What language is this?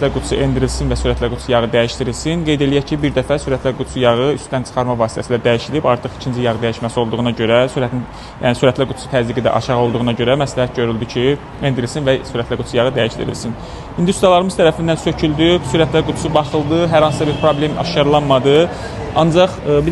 Azerbaijani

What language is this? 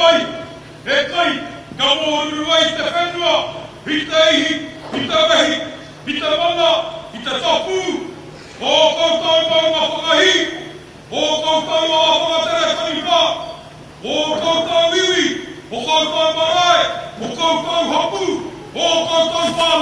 Māori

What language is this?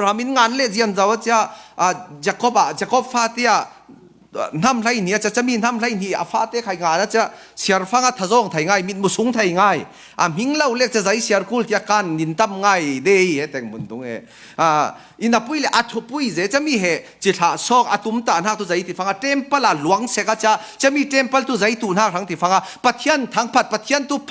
Falam Chin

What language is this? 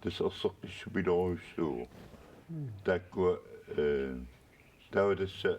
Kalaallisut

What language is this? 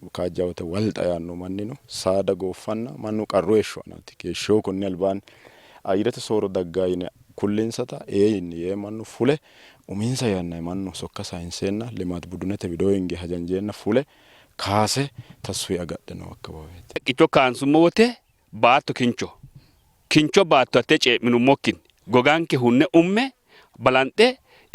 Sidamo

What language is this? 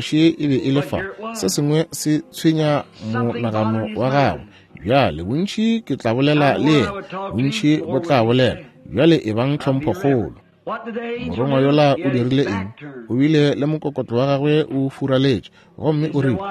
Northern Sotho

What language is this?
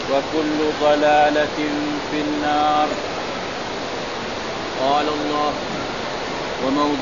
Malay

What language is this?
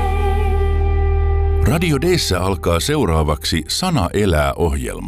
Finnish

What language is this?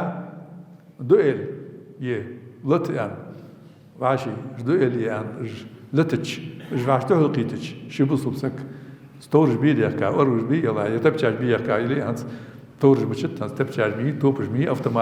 Ingush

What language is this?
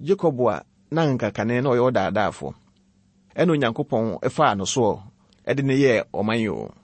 Akan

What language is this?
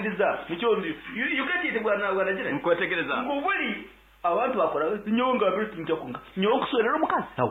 Nyankole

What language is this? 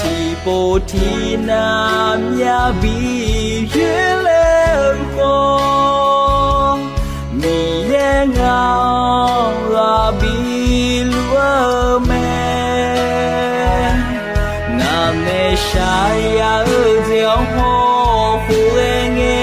Akha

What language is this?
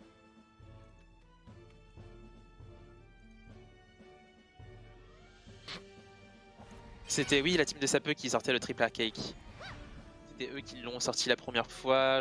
French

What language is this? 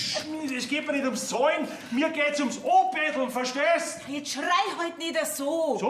Bavarian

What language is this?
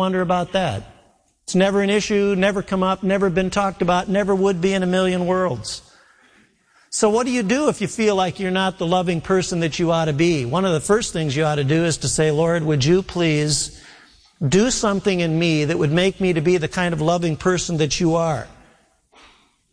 English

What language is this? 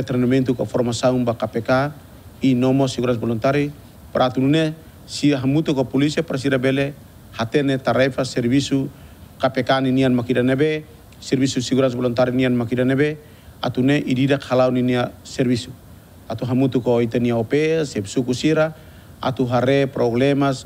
Tetum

